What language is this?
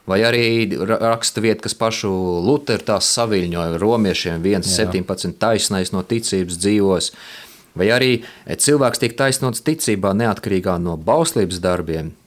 Latvian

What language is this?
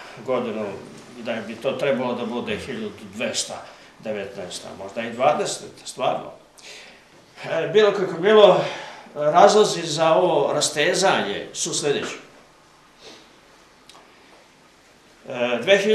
Serbian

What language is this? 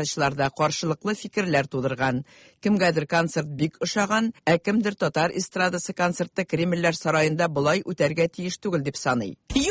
Tatar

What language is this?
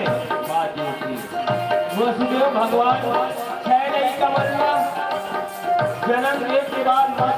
Chhattisgarhi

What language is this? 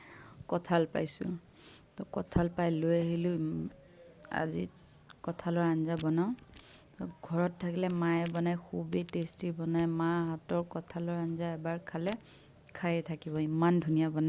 Assamese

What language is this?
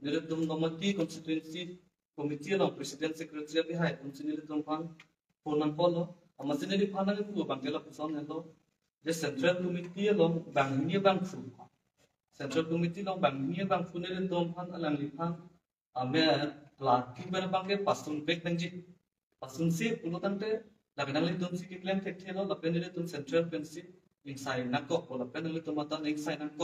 Karbi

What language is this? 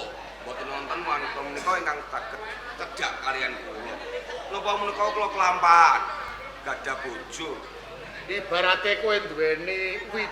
Javanese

